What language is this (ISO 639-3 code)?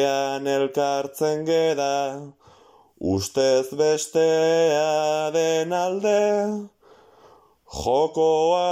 eus